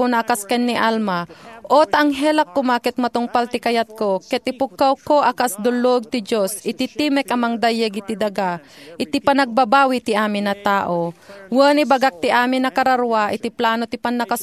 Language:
Iloko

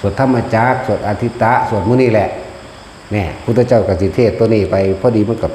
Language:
Northeastern Thai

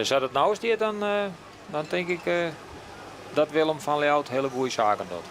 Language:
Western Frisian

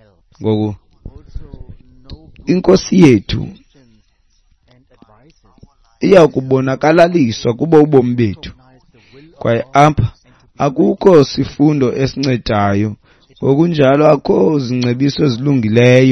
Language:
Xhosa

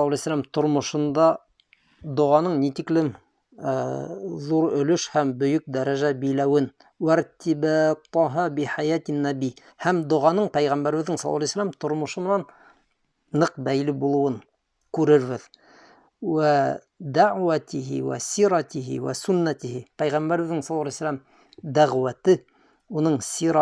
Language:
Bashkir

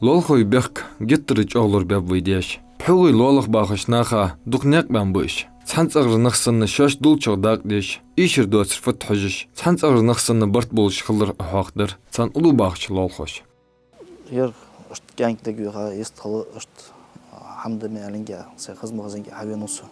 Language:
Ingush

